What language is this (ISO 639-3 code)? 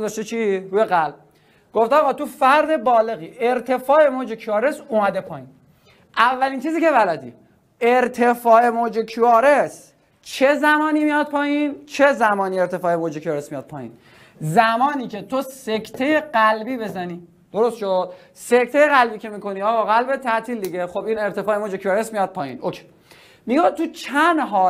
fas